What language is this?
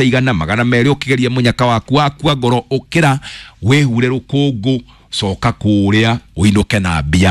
Kikuyu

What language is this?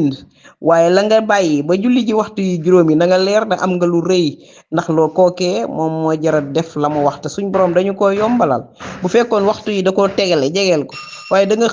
Wolof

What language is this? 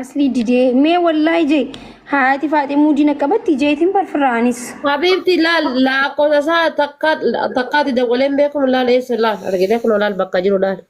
Oromo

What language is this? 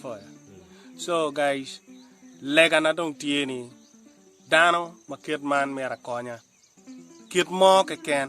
Acoli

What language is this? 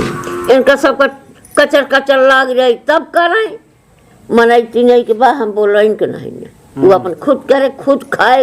Awadhi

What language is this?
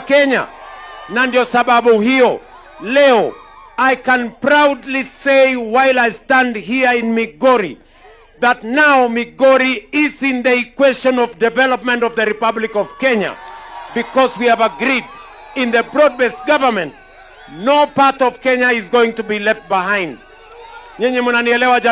Swahili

